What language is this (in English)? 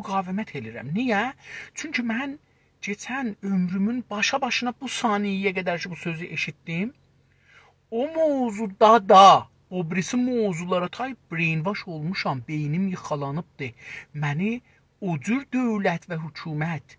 South Azerbaijani